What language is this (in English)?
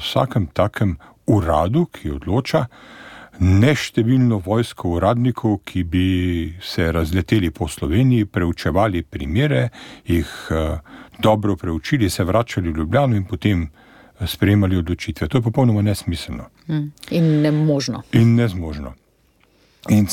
Slovenian